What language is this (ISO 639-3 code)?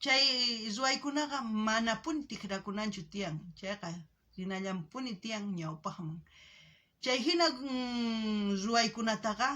quh